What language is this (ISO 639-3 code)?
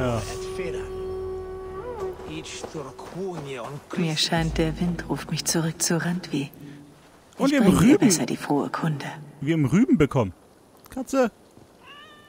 deu